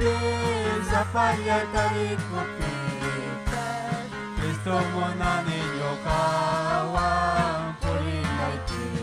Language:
Ayacucho Quechua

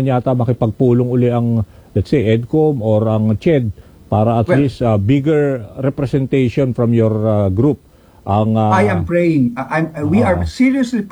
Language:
Filipino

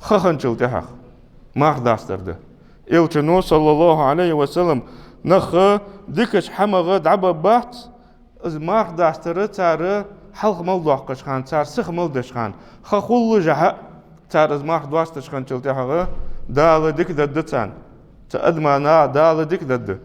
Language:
Ingush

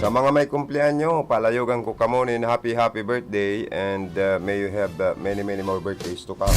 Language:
Bikol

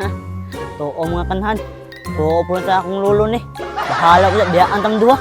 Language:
Cebuano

